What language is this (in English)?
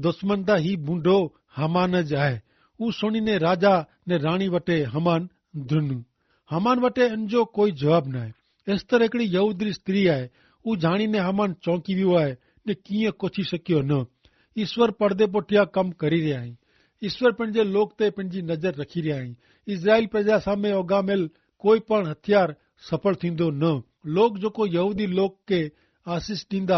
Kachhi